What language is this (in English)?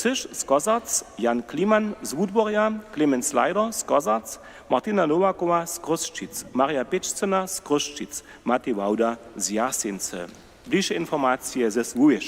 Upper Sorbian